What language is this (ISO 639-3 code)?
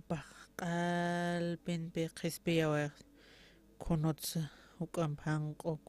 aym